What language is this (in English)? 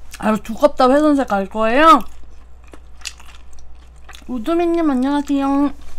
Korean